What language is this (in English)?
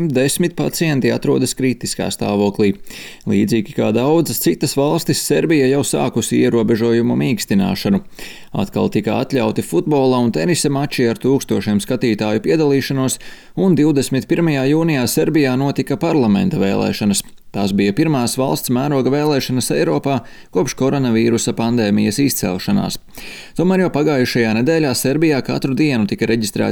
Latvian